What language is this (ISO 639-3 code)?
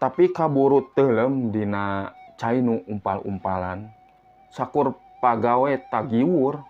sun